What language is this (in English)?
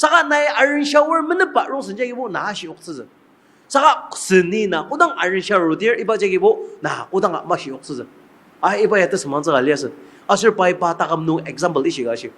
Ao Naga